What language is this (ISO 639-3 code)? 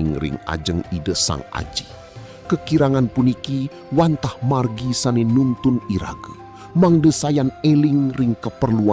ban